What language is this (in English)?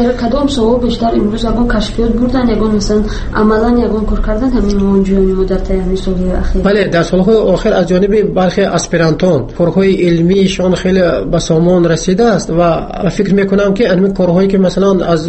Tajik